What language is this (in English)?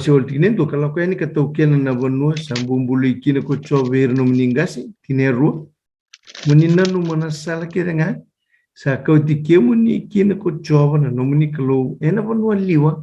Fijian